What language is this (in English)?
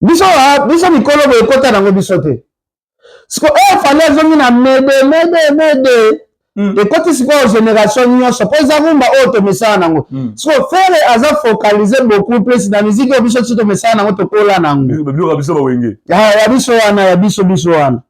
Lingala